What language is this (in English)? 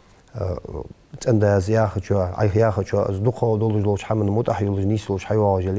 Ingush